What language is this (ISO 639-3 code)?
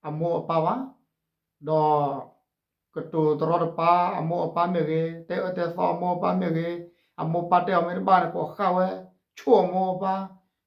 ksw